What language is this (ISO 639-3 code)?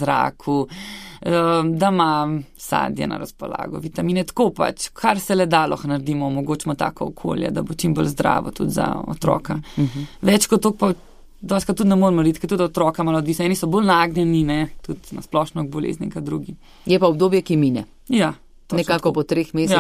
slv